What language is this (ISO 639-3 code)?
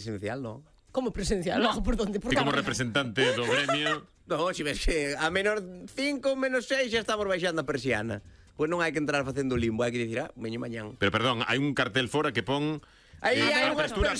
glg